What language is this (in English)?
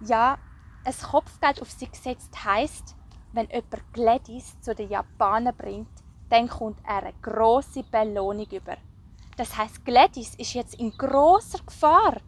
Swiss German